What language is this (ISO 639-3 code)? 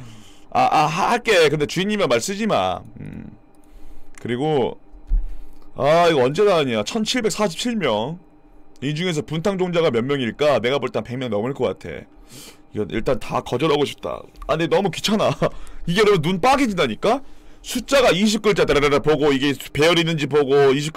kor